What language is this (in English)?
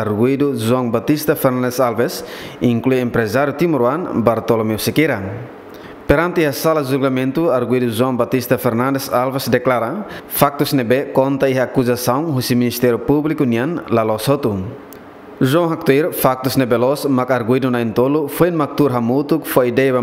Tetum